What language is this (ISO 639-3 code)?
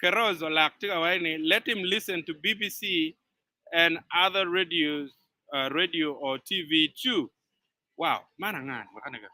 ach